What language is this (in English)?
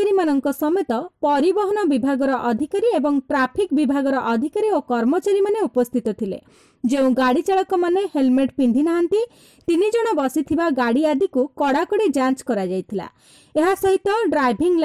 Odia